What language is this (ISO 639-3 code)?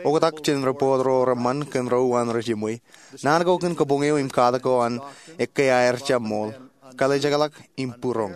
mah